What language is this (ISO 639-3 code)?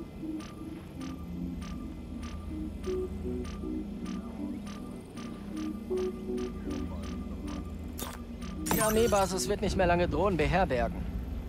deu